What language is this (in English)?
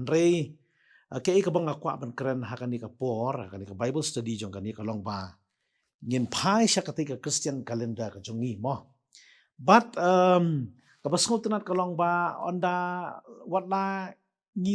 Khasi